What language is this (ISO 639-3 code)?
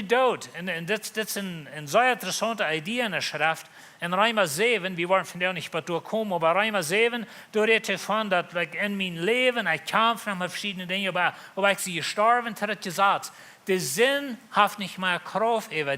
pdt